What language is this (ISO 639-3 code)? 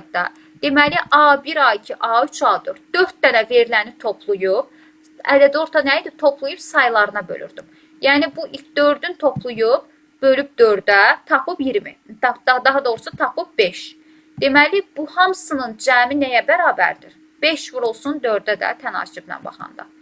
aze